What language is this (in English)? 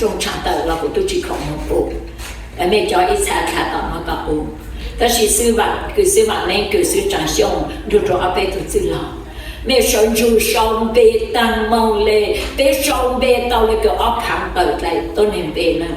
Hmong